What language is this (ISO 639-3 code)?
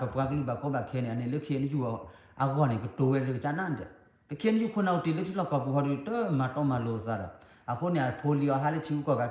ksw